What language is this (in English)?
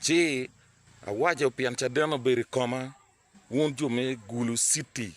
Acoli